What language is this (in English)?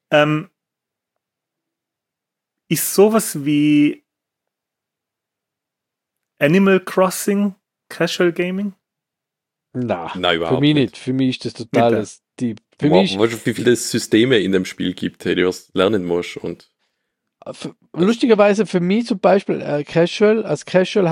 German